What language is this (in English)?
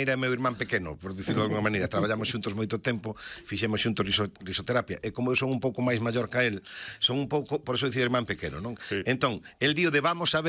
Galician